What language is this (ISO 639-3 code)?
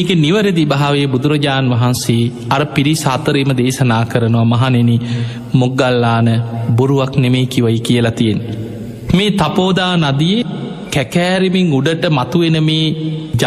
sin